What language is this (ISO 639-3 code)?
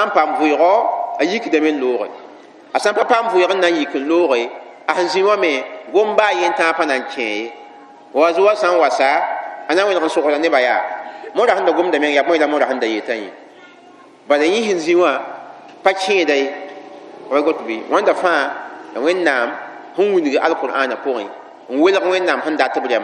mos